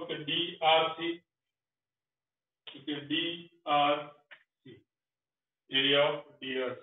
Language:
Gujarati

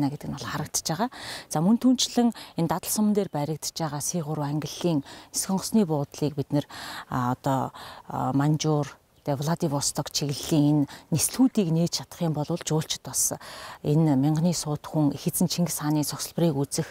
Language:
Mongolian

